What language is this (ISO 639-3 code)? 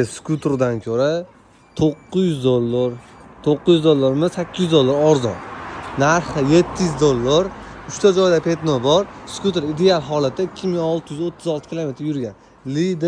uzb